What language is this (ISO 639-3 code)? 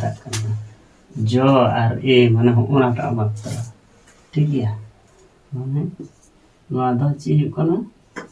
sat